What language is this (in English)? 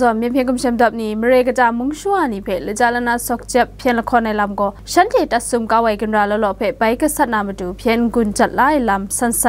Kachin